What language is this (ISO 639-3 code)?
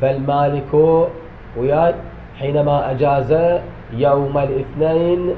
acm